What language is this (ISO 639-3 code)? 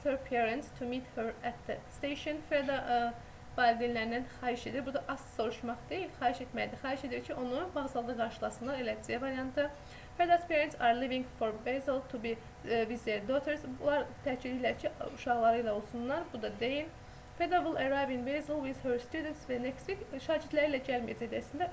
aze